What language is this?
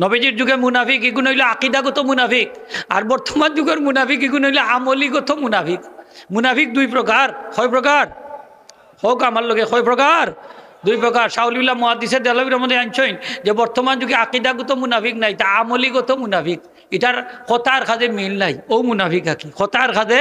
Sylheti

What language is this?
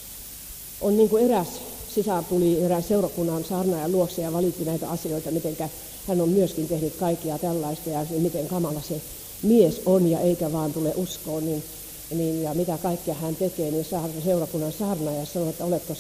Finnish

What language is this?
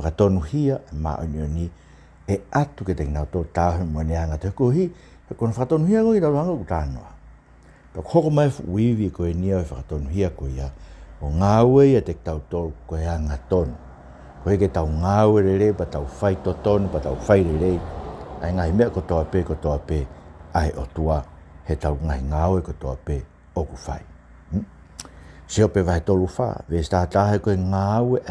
Tongan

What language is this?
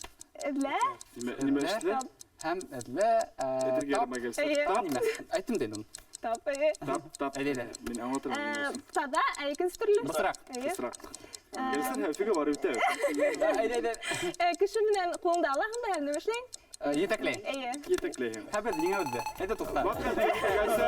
Bashkir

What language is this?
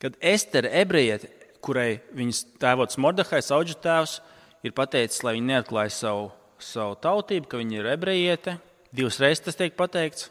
Latvian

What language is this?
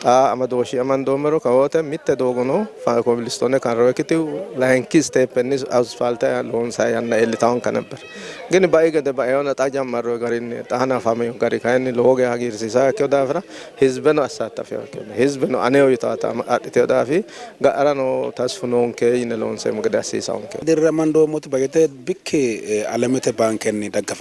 Sidamo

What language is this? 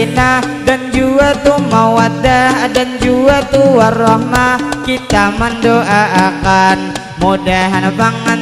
Banjar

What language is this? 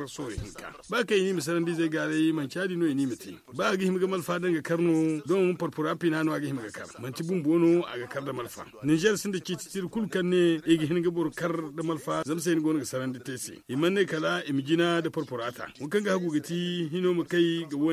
Zarma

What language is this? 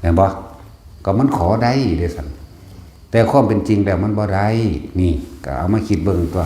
Northeastern Thai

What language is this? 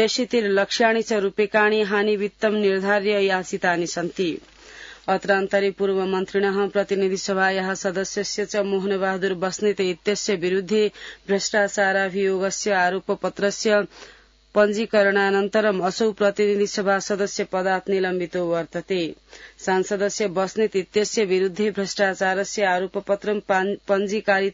Sanskrit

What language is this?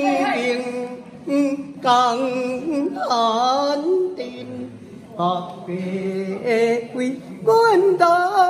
Min Nan Chinese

